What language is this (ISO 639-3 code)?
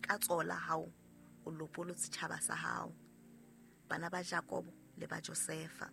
sot